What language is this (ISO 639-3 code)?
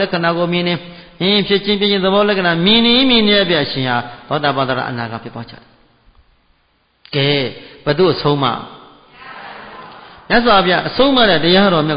mya